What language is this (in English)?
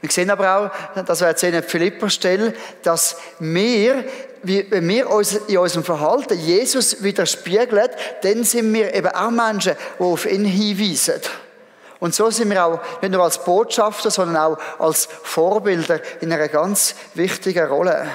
Swiss German